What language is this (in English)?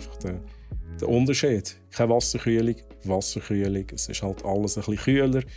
Swiss German